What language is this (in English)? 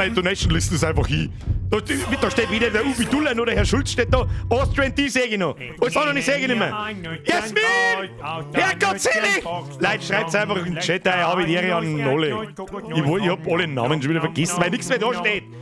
Bavarian